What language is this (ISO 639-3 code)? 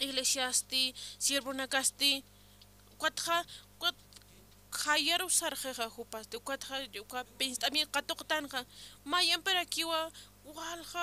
aym